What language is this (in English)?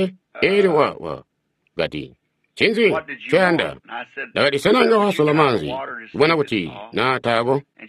Tonga (Zambia)